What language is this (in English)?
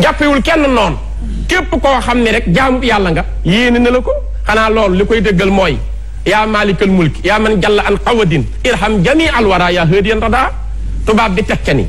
Wolof